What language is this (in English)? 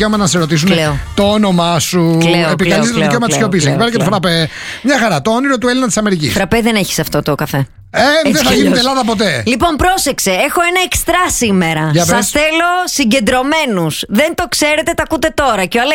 Greek